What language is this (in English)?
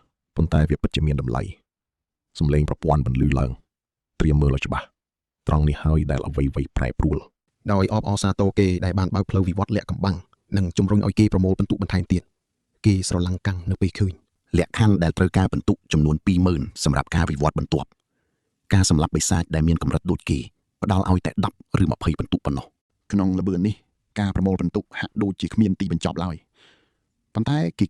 Khmer